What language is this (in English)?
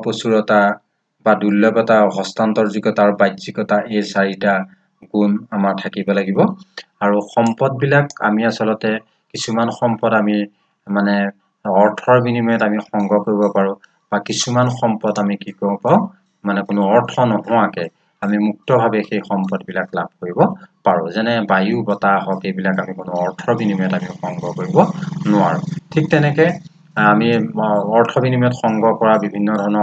Assamese